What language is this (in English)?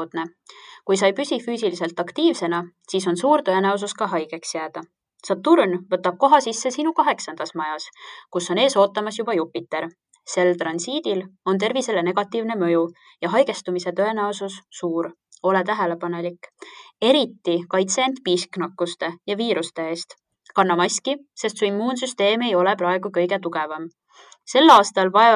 Estonian